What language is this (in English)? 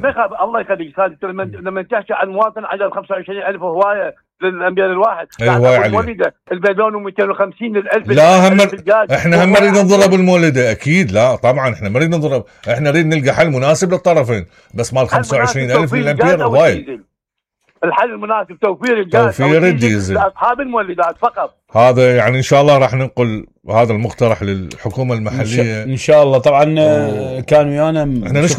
Mesopotamian Arabic